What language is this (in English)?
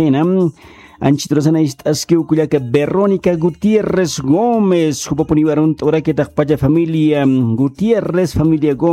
Aymara